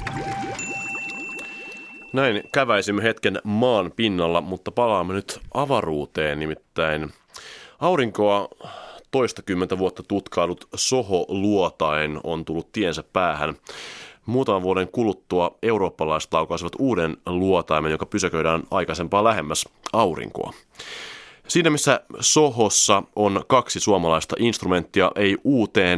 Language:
Finnish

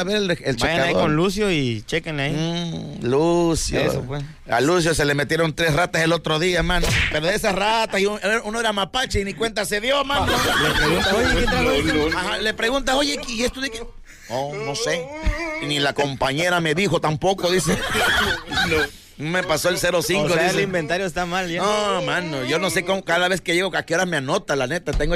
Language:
Spanish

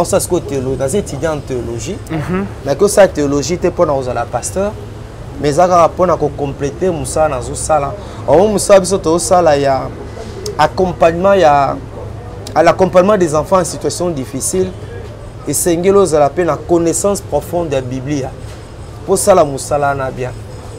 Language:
Lingala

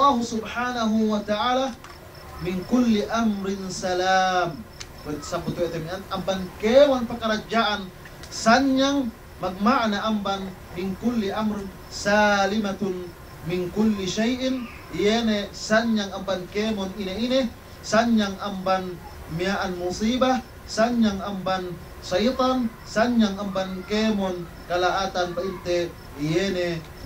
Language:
Yakan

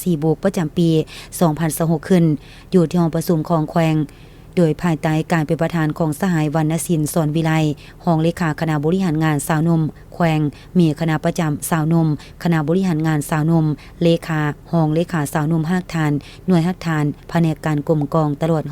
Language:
Lao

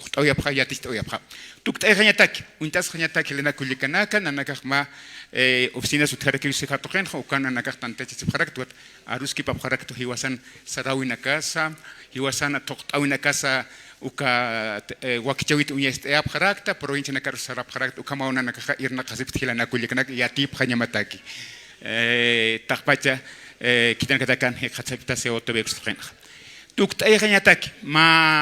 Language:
Aymara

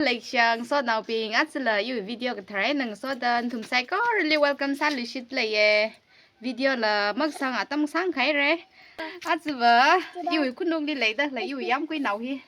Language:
Tangkhul Naga (India)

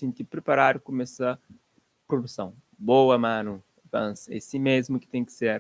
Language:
Kabuverdianu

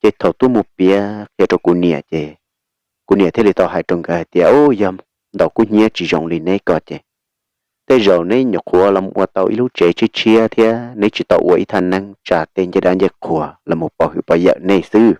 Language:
Hmong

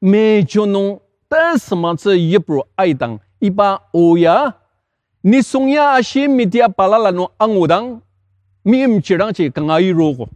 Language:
Ao Naga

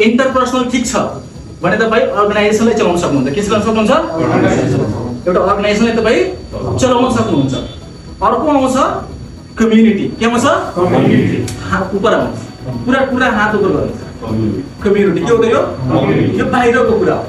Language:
Nepali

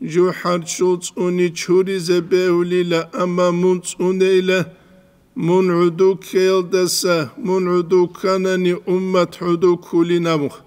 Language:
Avaric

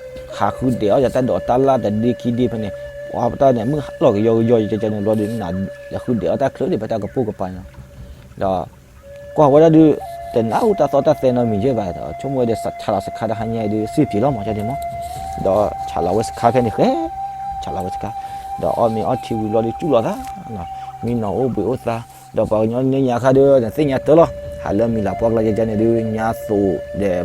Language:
S'gaw Karen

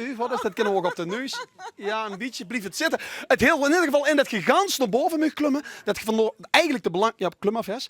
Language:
Limburgish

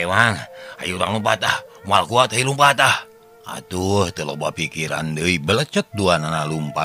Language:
Sundanese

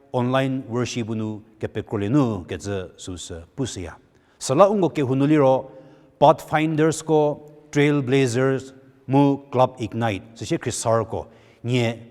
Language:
Angami Naga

